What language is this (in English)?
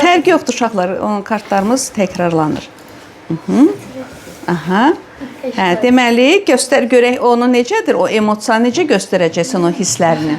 Azerbaijani